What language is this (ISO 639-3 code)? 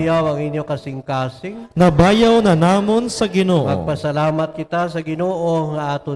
hil